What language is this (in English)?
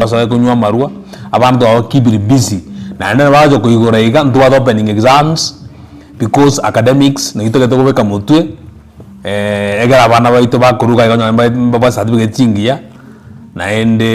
Gusii